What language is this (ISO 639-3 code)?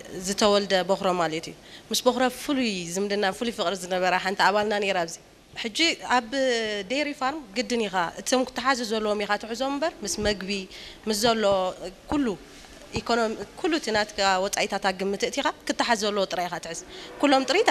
tir